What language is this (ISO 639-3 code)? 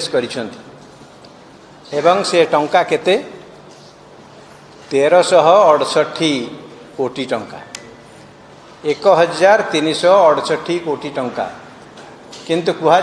ori